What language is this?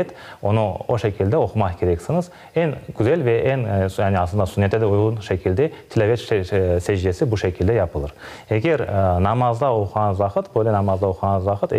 Crimean Tatar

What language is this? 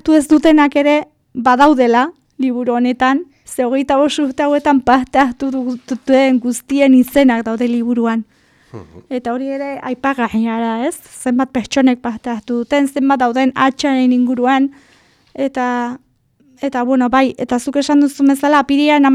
Basque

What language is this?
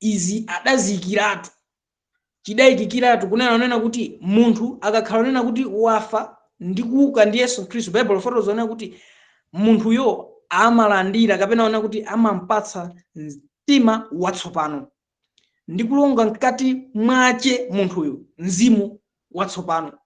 Nyanja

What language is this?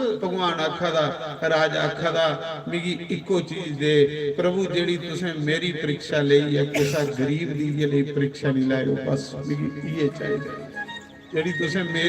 Dogri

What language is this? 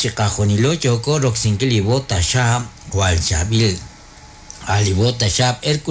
Kekchí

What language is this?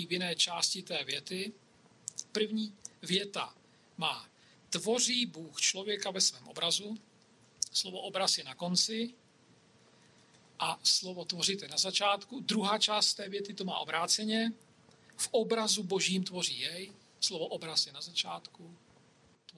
Czech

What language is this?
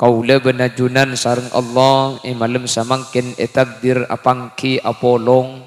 Madurese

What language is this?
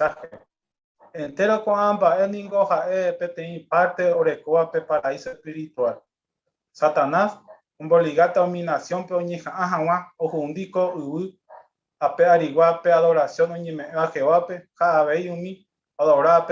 Guarani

